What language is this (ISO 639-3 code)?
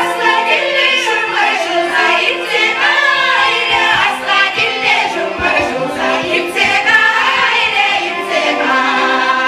chv